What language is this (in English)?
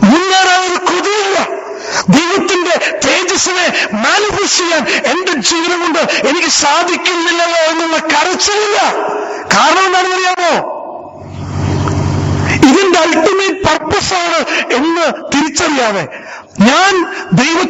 Malayalam